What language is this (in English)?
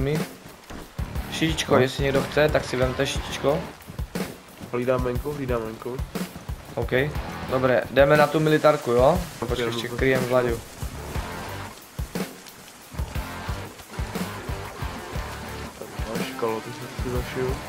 Czech